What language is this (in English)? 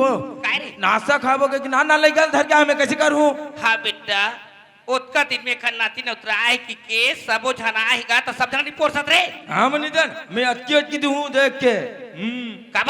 Chhattisgarhi